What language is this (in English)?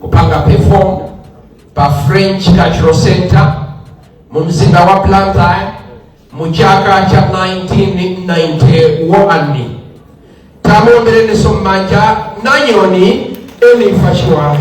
Nyanja